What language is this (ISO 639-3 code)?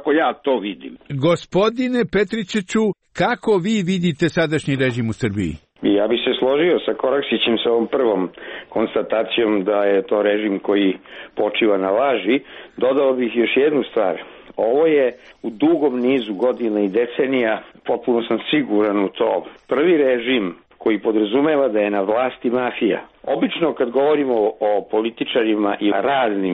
srp